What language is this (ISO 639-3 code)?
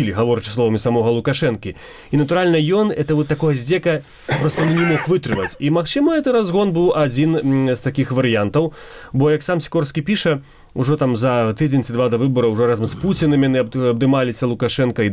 bel